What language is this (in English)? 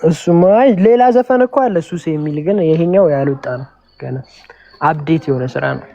Amharic